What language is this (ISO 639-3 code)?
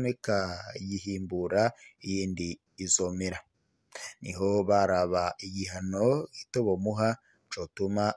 run